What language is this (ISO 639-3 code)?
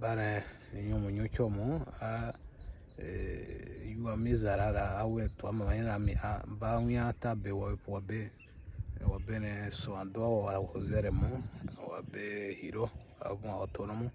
bmq